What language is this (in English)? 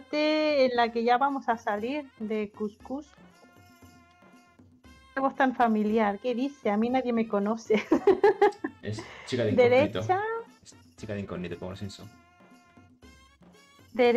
Spanish